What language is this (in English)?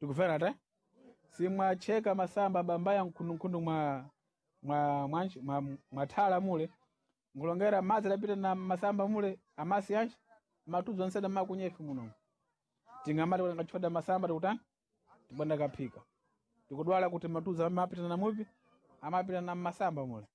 Sena